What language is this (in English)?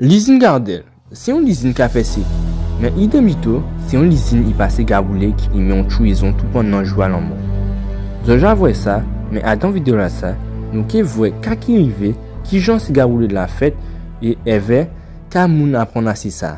Guadeloupean Creole French